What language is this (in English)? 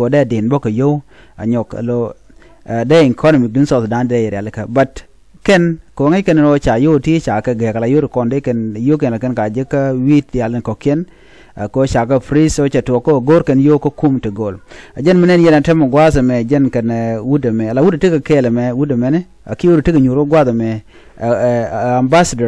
Nuer